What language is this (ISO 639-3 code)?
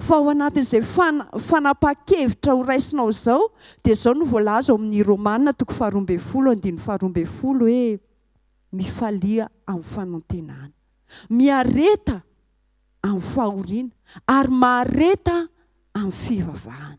mlg